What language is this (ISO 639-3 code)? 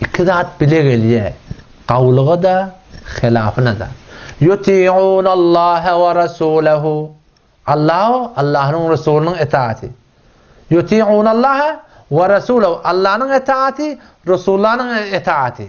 tuk